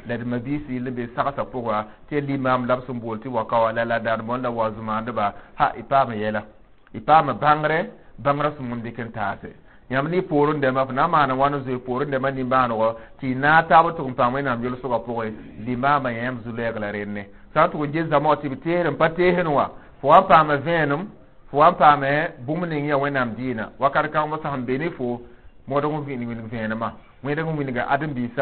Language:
Mossi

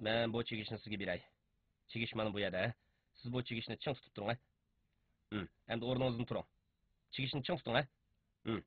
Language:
Uyghur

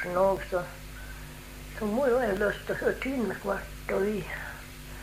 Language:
Norwegian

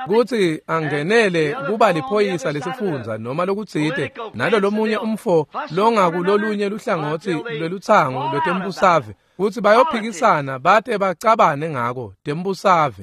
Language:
Swati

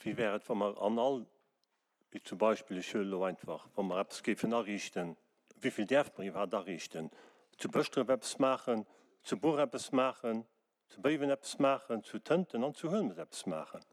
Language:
Luxembourgish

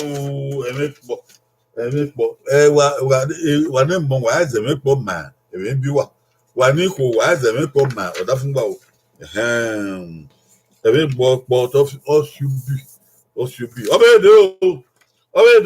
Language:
Bini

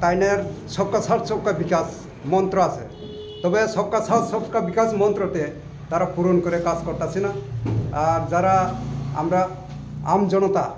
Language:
Kok Borok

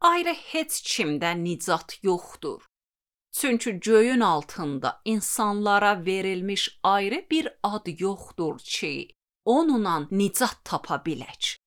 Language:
Azerbaijani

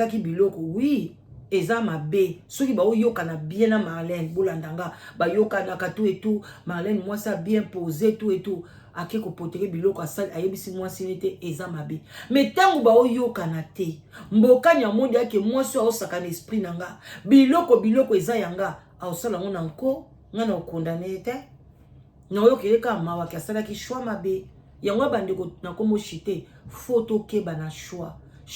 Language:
Lingala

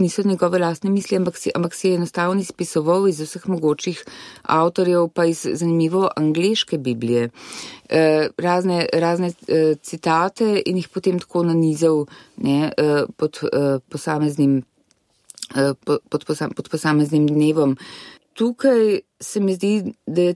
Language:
Slovenian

